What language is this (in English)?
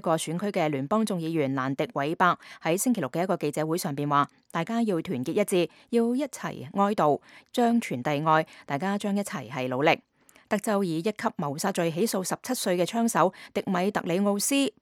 Cantonese